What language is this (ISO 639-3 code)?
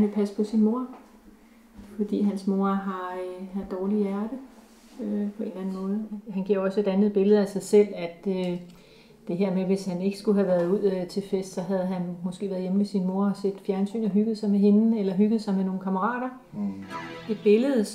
dan